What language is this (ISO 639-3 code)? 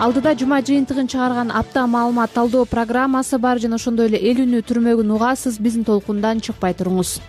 kir